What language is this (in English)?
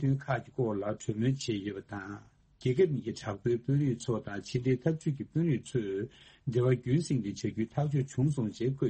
Tibetan